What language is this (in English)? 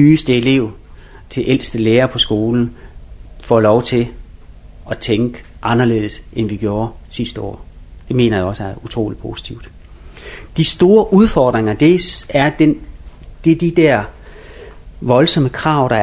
Danish